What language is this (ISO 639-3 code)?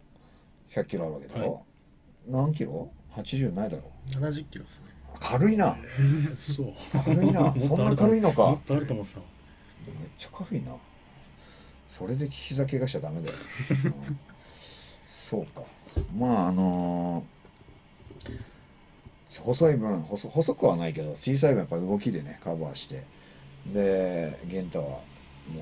jpn